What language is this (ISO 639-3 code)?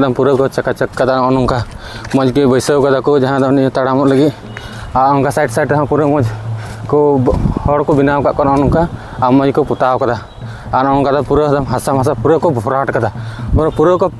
sat